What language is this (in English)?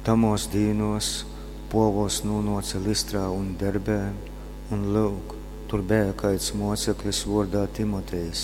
Latgalian